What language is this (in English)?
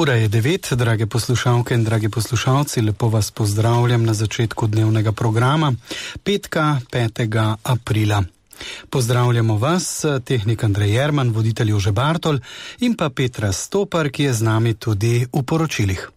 Slovenian